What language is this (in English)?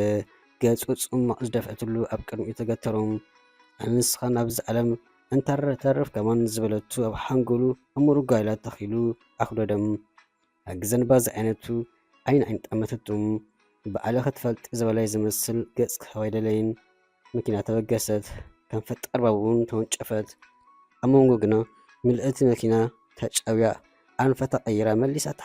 Tigrinya